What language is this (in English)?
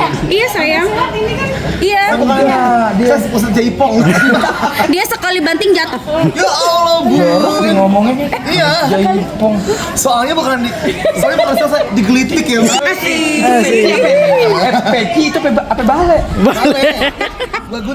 Betawi